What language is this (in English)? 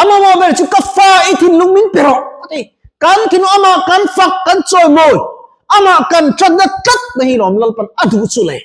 Mizo